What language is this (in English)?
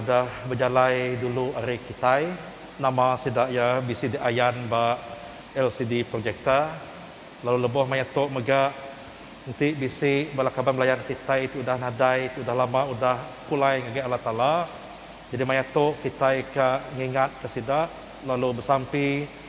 Iban